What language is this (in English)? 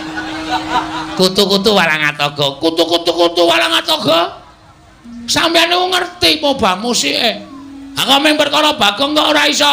Javanese